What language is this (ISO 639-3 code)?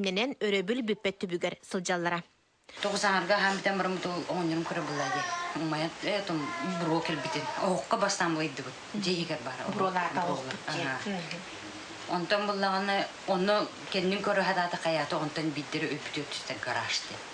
sah